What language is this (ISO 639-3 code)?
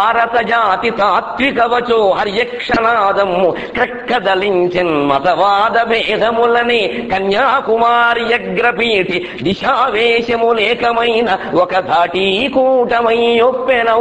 tel